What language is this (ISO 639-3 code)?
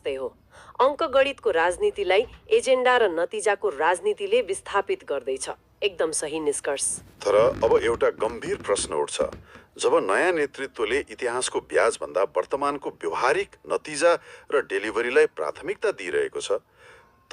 nep